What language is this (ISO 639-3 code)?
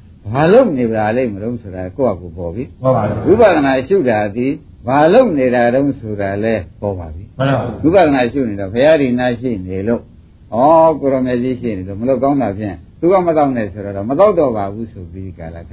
mya